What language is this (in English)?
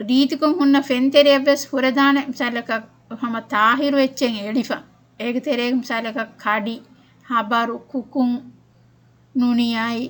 Divehi